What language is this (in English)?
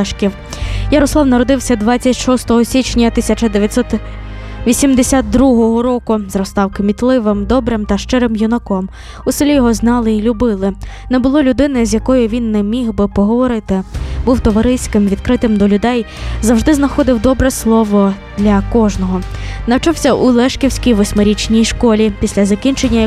Ukrainian